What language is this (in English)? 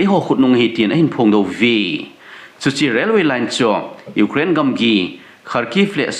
Thado Chin